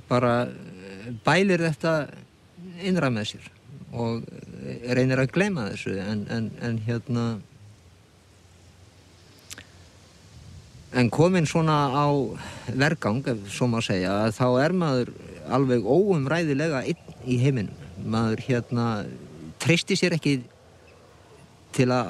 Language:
Icelandic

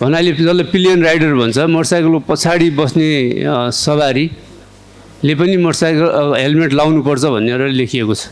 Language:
Nepali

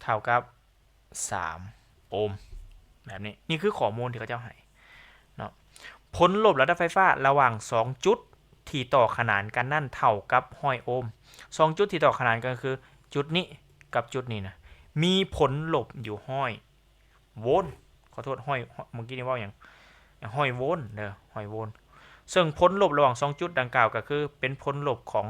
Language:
Lao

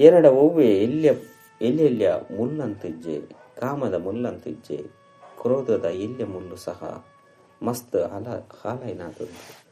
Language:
Tulu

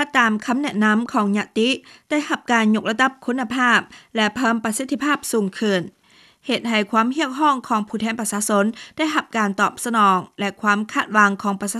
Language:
Lao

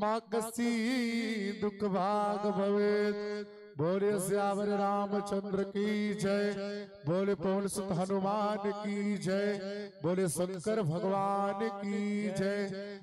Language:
Chhattisgarhi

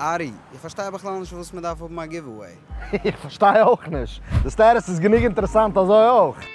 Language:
Yiddish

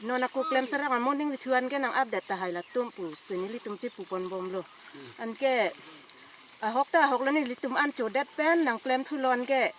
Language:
Karbi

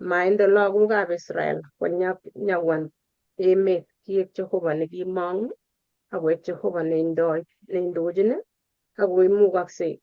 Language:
Kalenjin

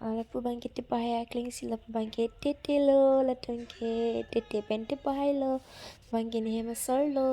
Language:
Karbi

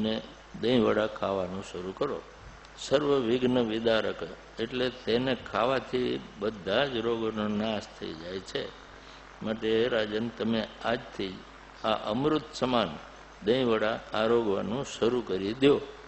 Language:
Gujarati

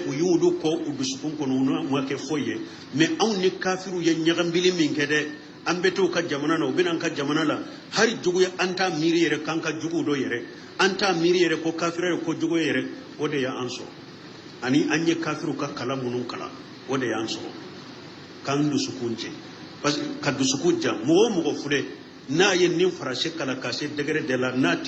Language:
Bambara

